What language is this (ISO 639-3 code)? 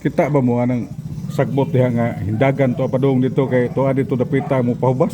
ceb